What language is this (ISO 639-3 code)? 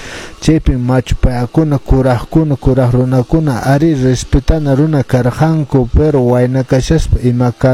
que